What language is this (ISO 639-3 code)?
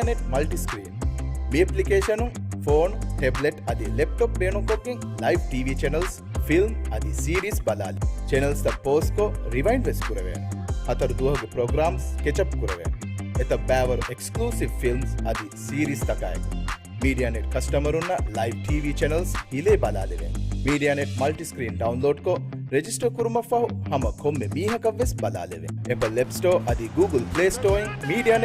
div